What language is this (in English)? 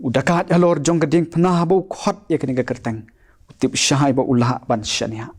Khasi